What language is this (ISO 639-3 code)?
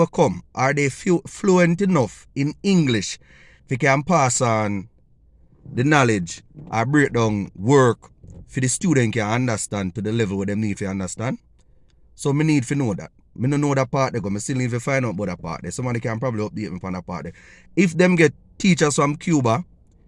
jam